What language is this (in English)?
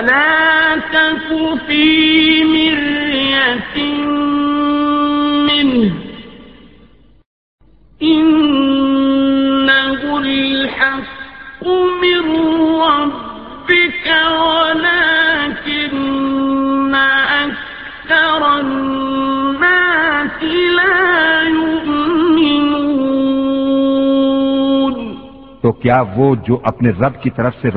Urdu